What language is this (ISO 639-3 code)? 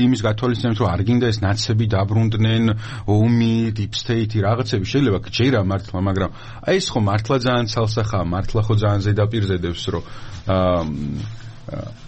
kat